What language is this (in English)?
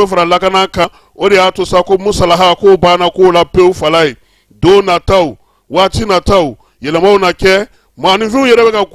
Bambara